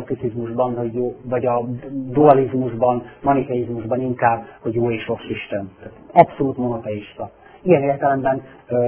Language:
Hungarian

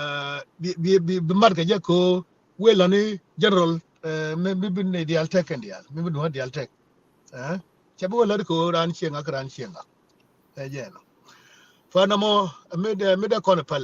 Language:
Nuer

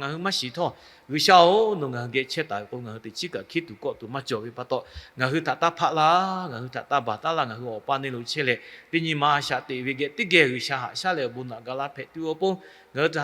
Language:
Lahu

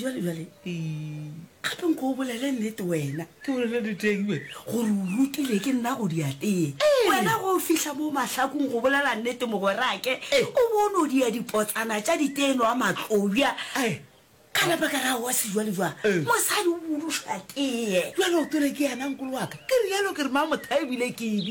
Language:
Northern Sotho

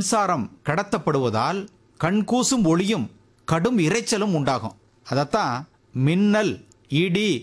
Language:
Tamil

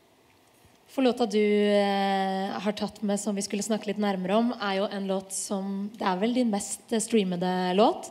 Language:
Norwegian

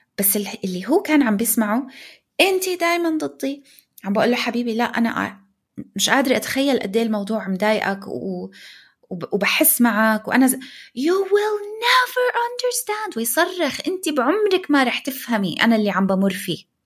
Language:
North Levantine Arabic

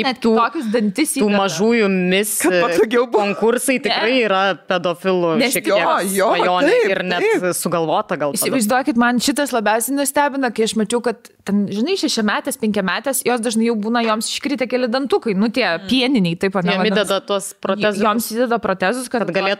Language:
Lithuanian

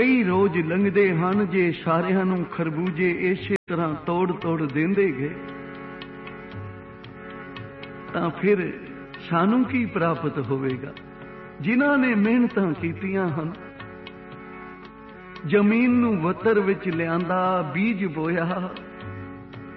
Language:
Punjabi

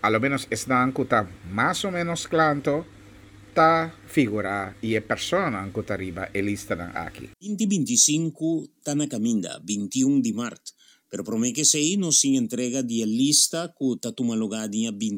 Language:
Papiamento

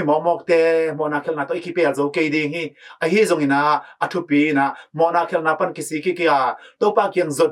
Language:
Tedim Chin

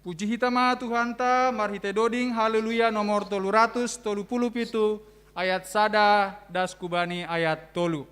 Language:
Batak Simalungun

